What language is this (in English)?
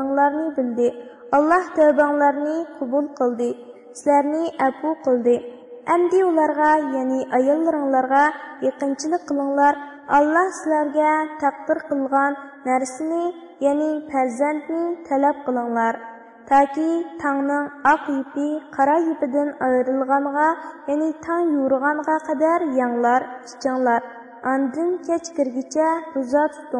Uyghur